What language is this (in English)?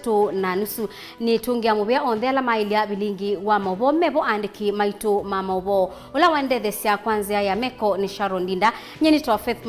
Kamba